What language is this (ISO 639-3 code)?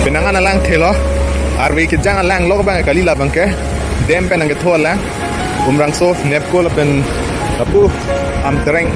mjw